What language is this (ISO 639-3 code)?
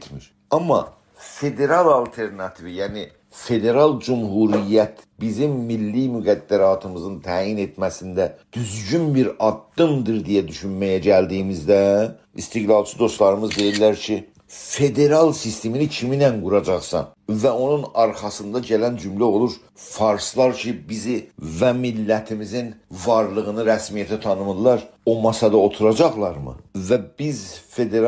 azb